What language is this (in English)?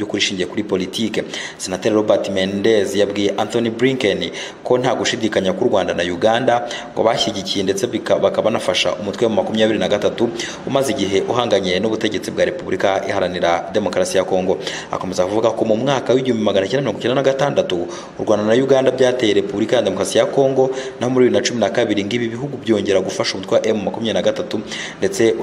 Kinyarwanda